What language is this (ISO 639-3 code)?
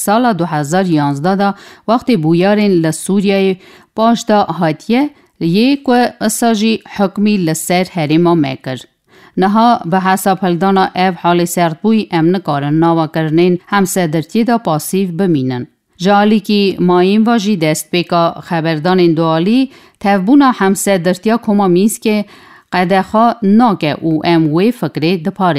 kur